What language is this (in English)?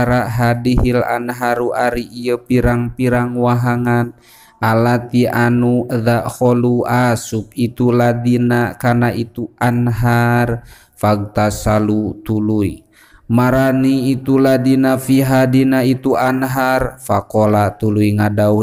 Sundanese